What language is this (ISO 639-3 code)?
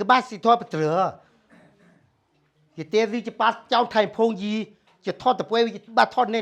ksw